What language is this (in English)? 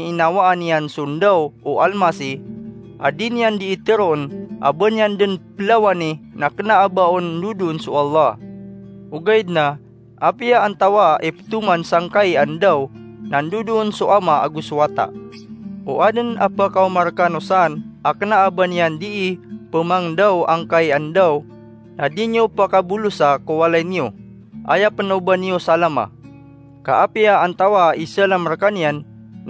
Maranao